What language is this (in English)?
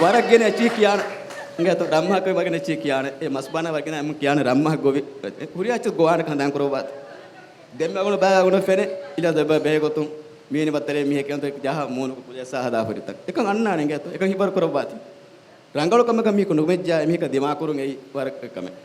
Divehi